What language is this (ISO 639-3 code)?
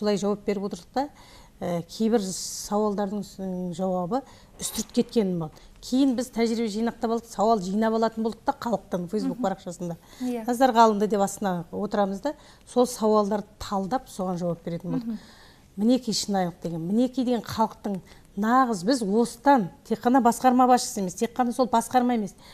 kaz